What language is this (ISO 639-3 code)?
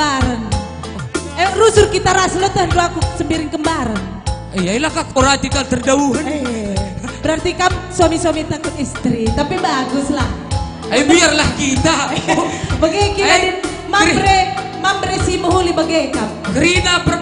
btx